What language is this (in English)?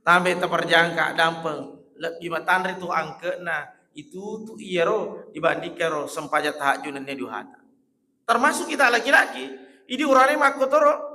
Buginese